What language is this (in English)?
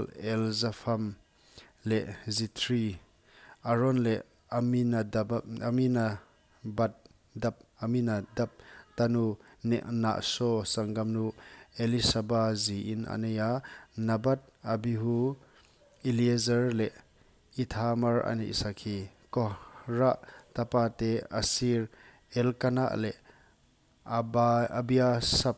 Paite Chin